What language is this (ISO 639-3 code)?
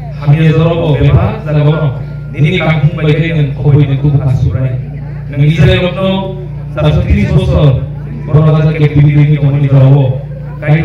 trp